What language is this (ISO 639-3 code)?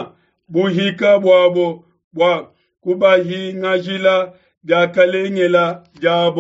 lua